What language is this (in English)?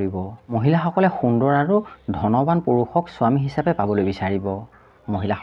Assamese